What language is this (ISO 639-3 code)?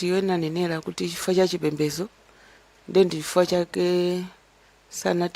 nya